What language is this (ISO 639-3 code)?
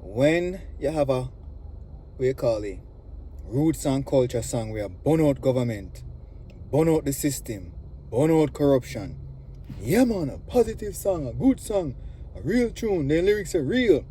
jam